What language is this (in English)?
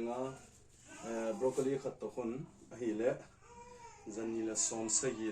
Thado Chin